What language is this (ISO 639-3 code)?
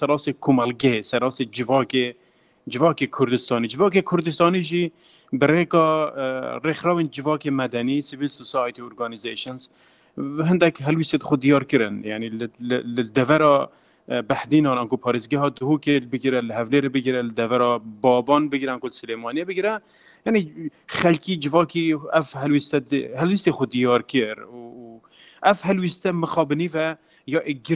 kur